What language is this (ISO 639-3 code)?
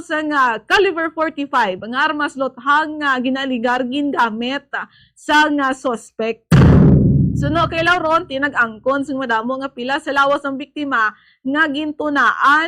hil